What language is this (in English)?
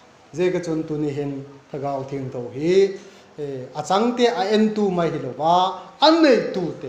Vaiphei